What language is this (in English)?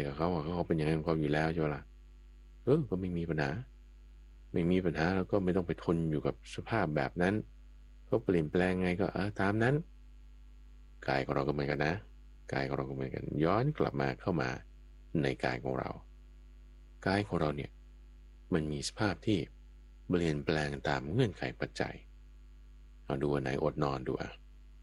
Thai